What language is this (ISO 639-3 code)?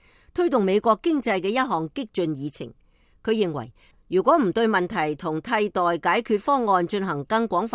yue